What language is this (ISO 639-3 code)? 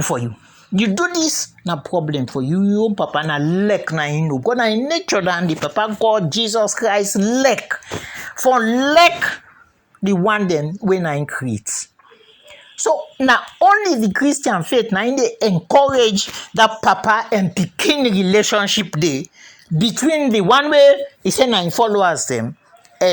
kri